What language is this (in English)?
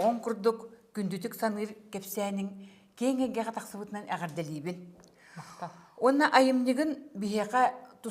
Yakut